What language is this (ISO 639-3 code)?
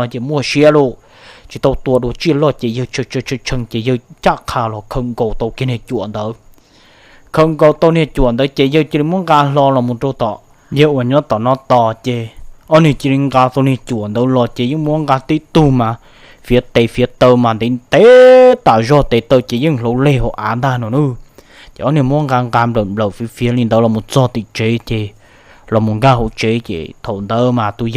hmn